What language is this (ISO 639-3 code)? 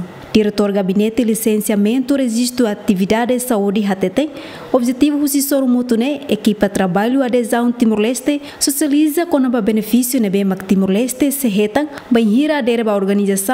tet